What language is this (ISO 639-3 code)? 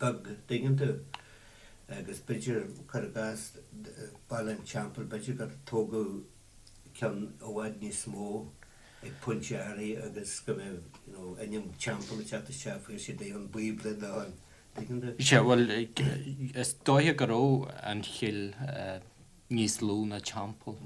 gle